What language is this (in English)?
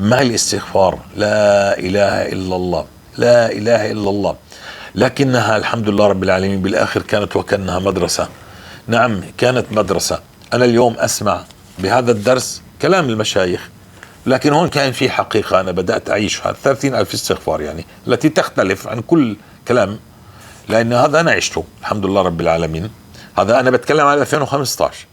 North Levantine Arabic